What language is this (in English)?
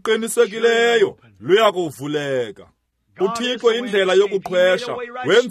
Xhosa